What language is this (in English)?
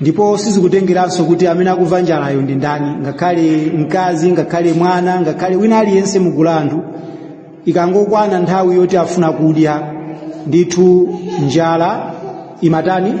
Nyanja